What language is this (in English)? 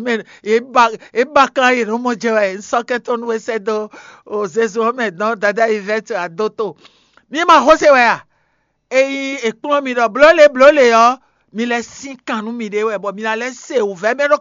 Fon